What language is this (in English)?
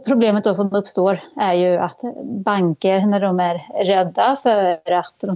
Swedish